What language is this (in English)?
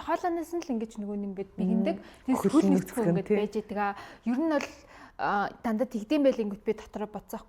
Mongolian